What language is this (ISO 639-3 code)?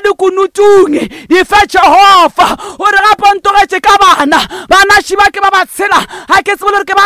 nso